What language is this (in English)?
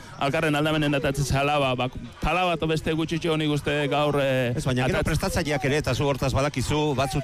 Basque